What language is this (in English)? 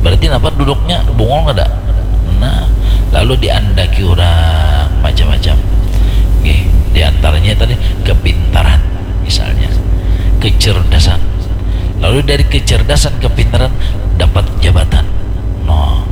Banjar